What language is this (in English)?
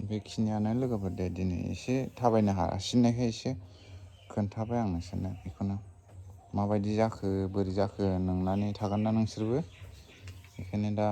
Bodo